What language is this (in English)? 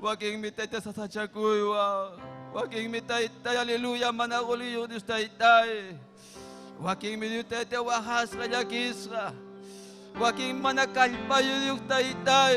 Ayacucho Quechua